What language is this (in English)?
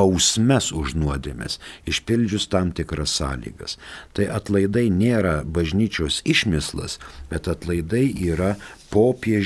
Lithuanian